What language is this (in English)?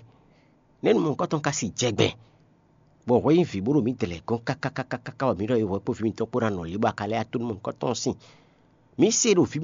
Fon